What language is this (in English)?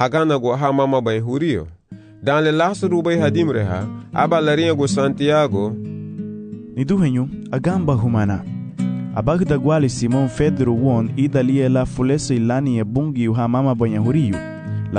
Garifuna